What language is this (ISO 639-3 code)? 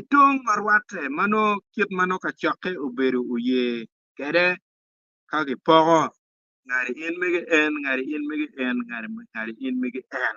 ach